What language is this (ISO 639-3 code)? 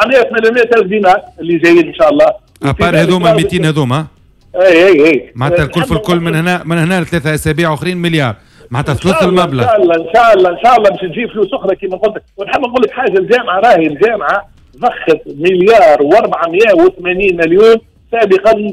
aeb